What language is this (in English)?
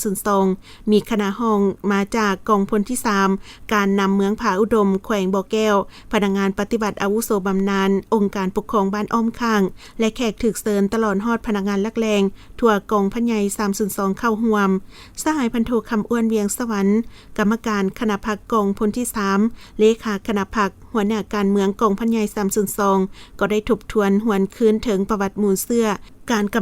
Lao